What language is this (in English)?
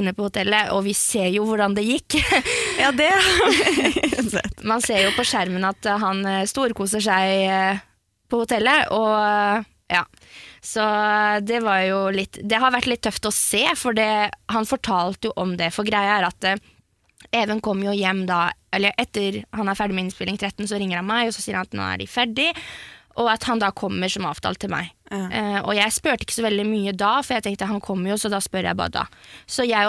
Norwegian